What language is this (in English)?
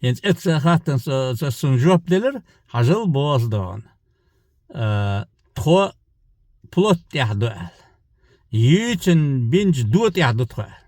Chechen